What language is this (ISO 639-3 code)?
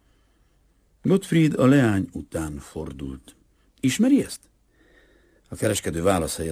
hun